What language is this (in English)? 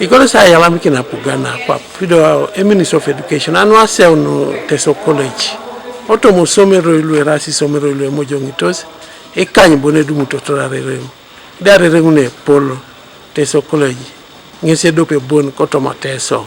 Teso